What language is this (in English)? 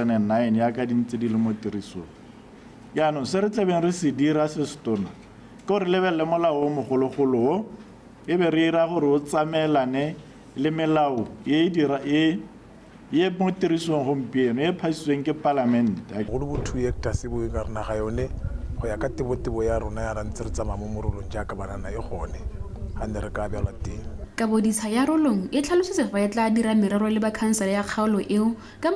Tswana